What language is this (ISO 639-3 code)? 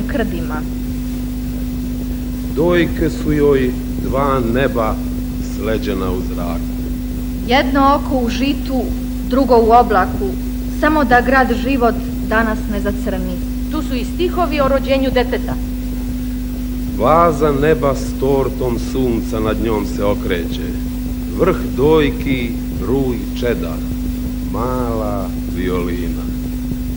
srp